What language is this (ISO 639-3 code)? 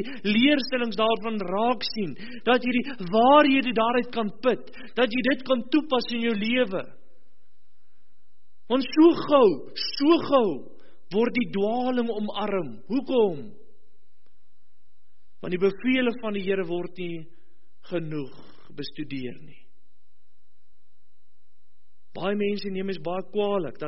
afr